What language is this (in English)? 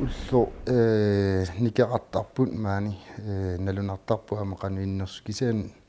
Kalaallisut